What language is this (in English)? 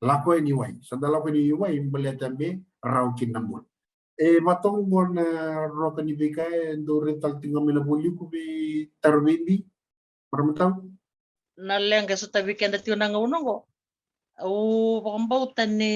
Fijian